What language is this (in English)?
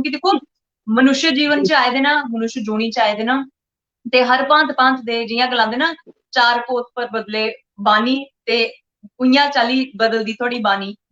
Dogri